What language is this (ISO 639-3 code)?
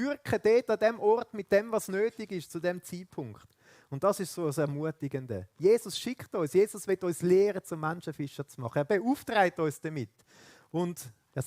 gsw